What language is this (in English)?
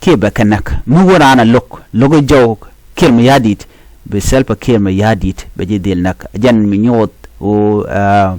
Nuer